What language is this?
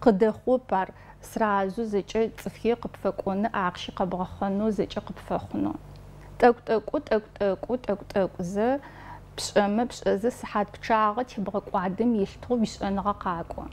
Adyghe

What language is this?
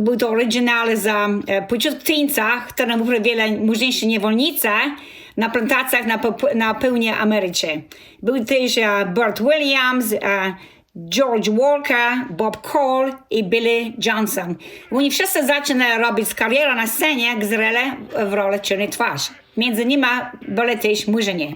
Kashubian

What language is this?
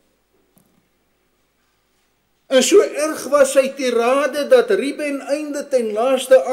Afrikaans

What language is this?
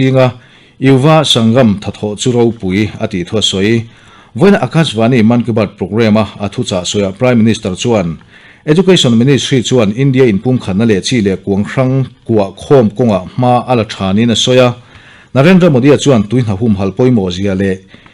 Mizo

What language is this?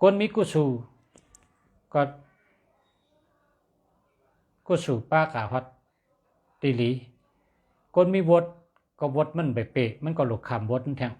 Shan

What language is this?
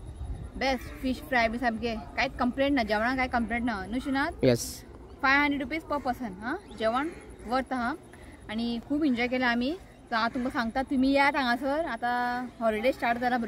Konkani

